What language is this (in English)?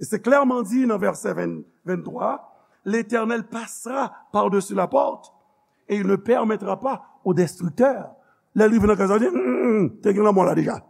Haitian Creole